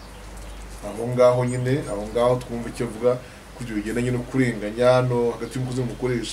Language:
Kinyarwanda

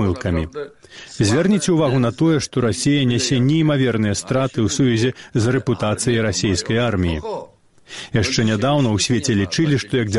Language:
Belarusian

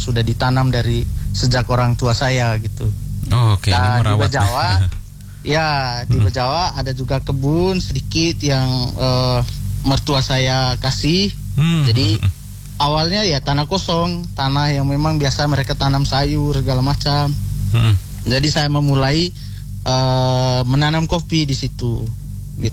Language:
Indonesian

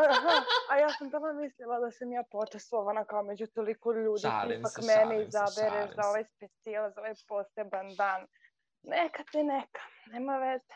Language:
Serbian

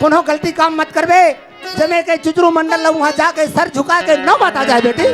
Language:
Chhattisgarhi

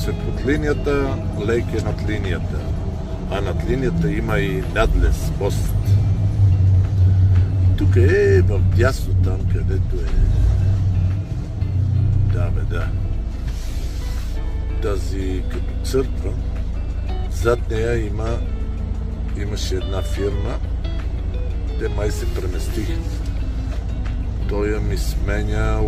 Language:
Bulgarian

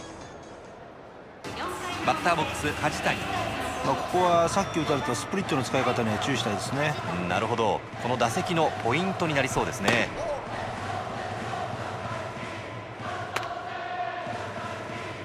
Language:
Japanese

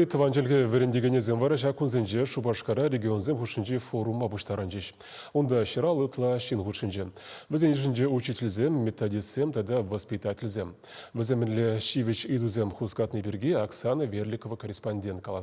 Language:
Chuvash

